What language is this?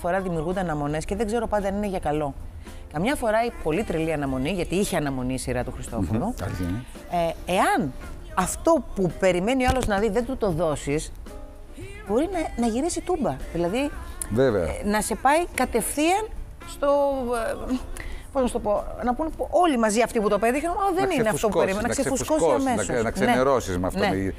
Greek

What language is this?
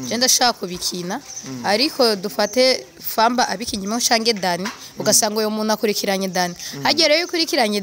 Rundi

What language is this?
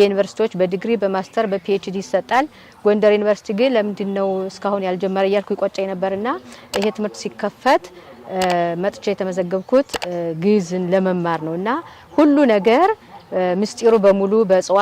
Amharic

